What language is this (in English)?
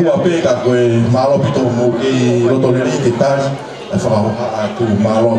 Tongan